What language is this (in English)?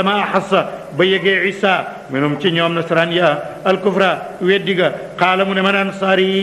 Wolof